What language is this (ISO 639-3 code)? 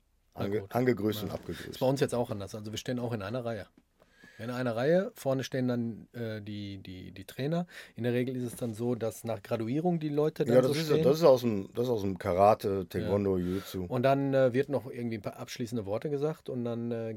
deu